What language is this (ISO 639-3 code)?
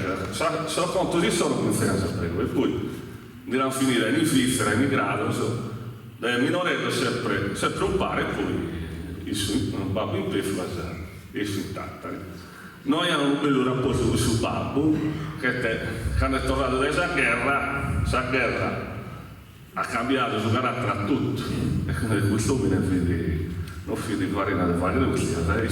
srd